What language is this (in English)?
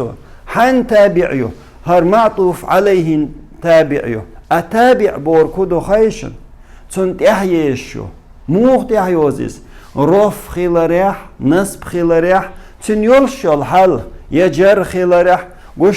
Chechen